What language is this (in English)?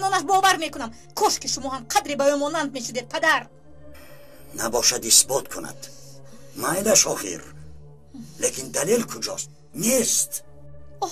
Tajik